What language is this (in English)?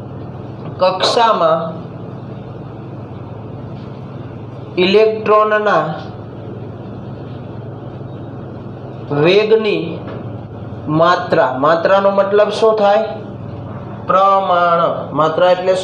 Gujarati